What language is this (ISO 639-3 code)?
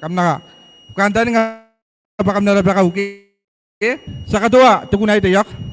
gil